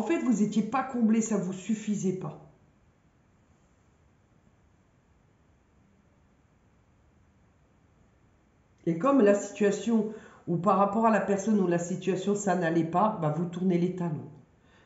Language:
French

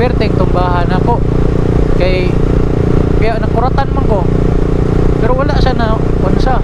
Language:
Cebuano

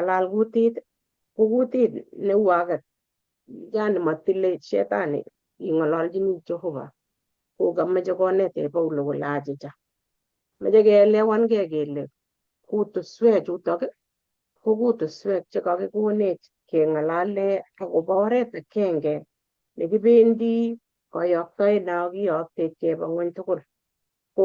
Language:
Kalenjin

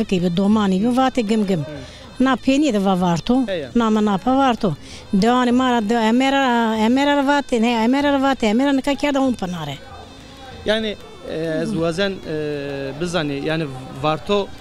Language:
Zaza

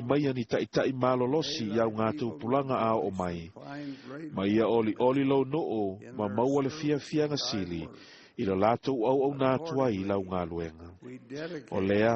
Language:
Samoan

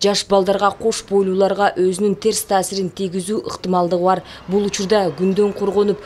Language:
Kyrgyz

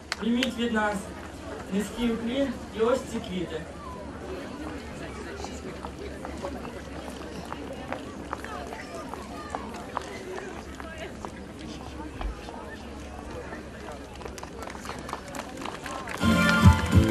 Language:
Ukrainian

